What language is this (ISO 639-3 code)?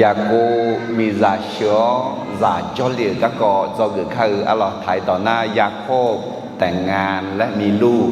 ahk